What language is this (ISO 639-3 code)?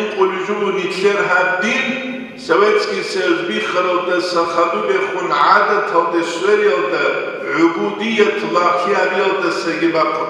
ava